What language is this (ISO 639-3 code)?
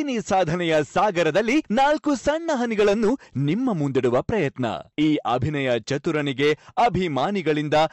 kan